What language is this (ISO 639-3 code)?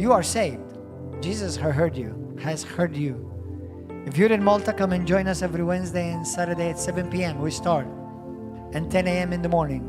eng